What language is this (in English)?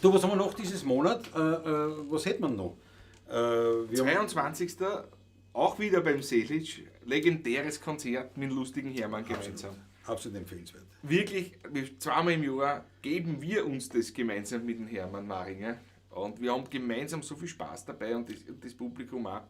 Bavarian